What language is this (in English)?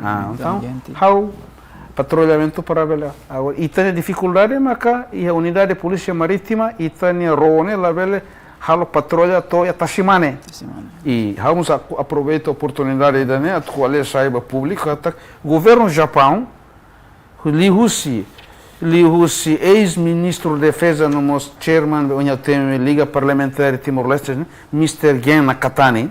Tetum